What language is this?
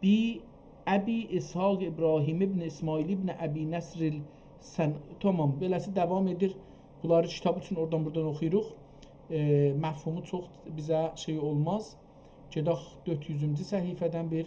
South Azerbaijani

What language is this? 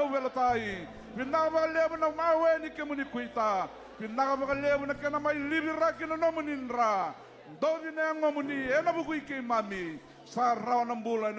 Fijian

